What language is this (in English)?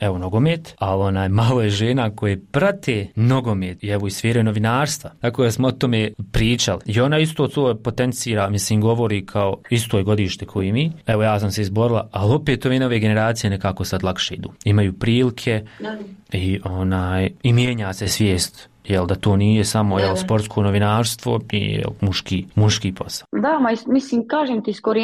Croatian